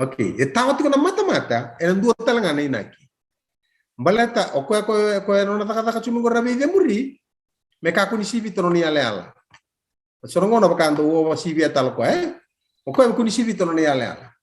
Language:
Fijian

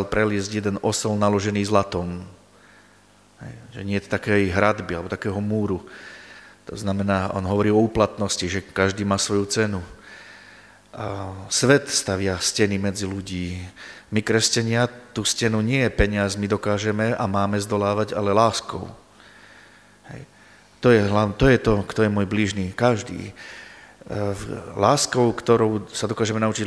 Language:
Slovak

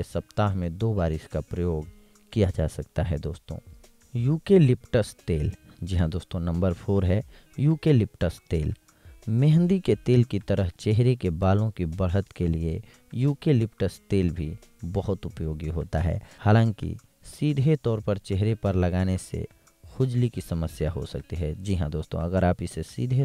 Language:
Hindi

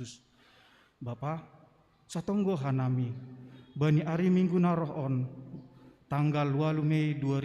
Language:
Batak Simalungun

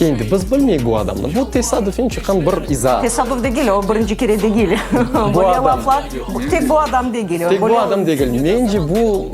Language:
Crimean Tatar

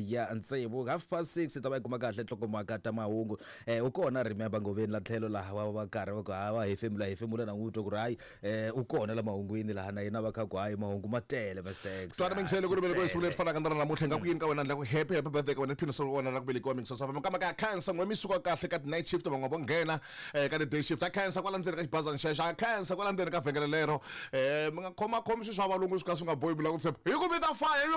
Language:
Tsonga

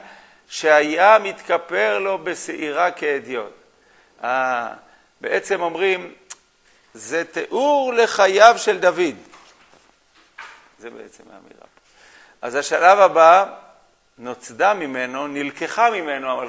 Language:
Hebrew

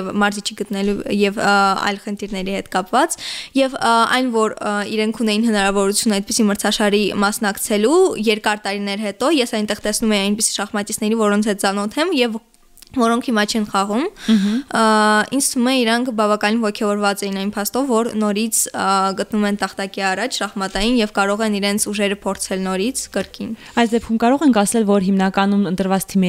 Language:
Armenian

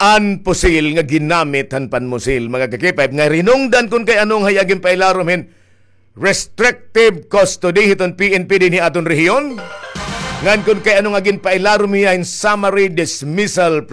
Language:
Waray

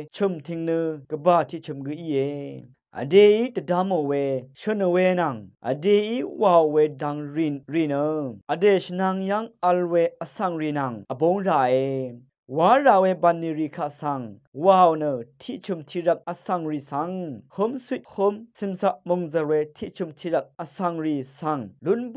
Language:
Rawang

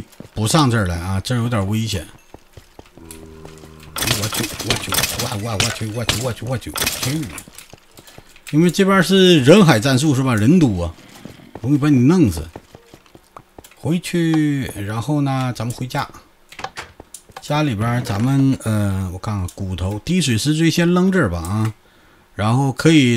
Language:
Chinese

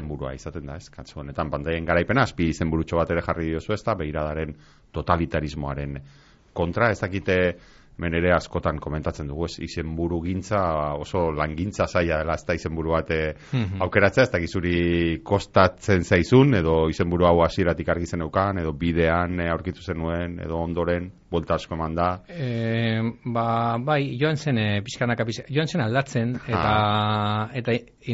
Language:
Basque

